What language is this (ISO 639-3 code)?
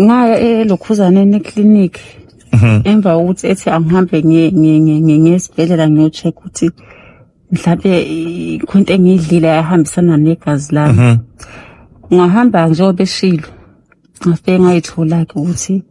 zul